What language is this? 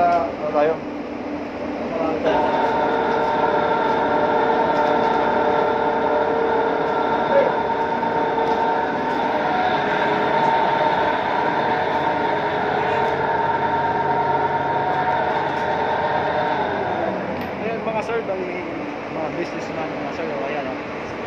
Filipino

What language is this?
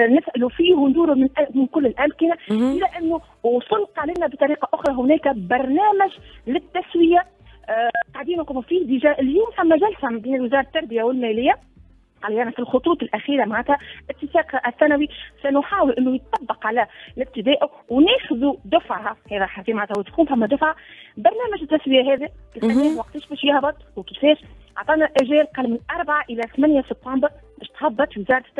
Tunisian Arabic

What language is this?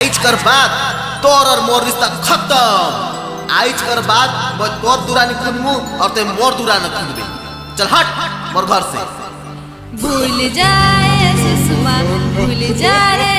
Sadri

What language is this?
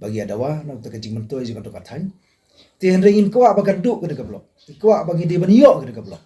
Khasi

